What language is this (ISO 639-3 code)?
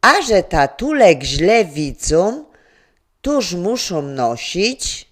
szl